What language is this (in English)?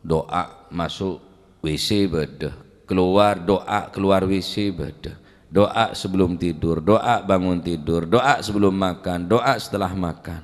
Madurese